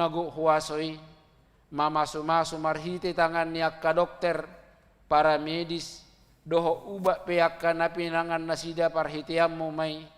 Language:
Batak Toba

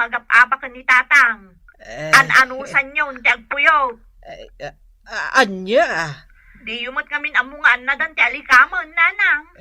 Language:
Iloko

